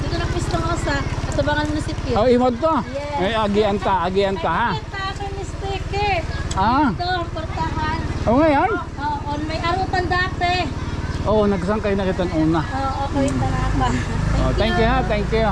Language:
Waray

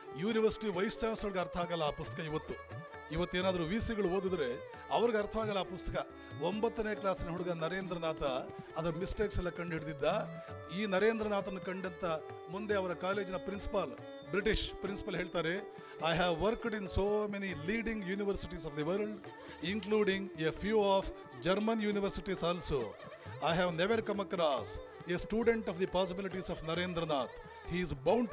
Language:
Kannada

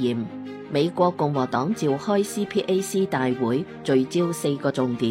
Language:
Cantonese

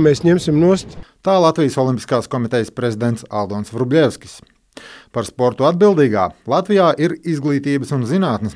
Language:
Latvian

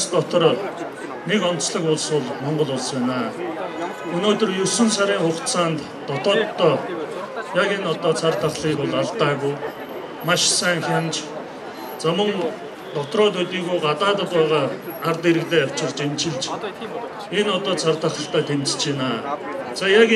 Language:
Mongolian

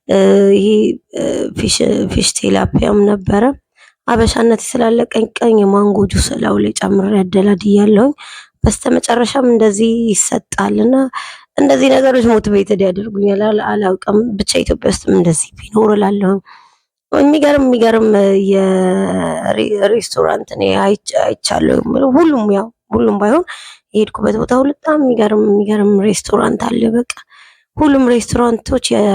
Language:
Amharic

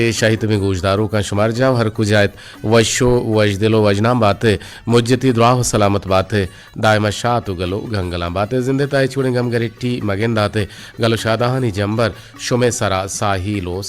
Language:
Eastern Balochi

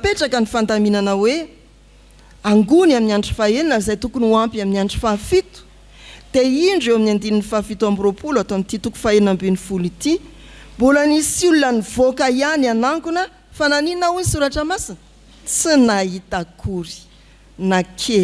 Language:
Malagasy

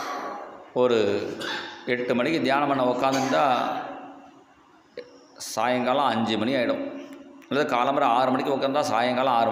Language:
Tamil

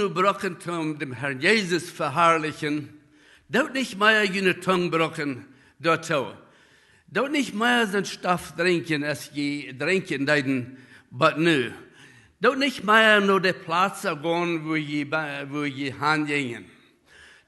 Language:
Plautdietsch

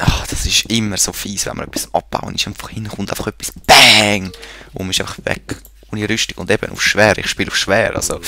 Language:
Swiss German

